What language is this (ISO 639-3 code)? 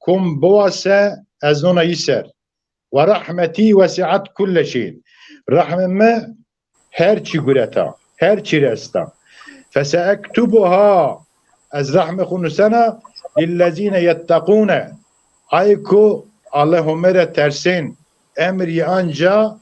zza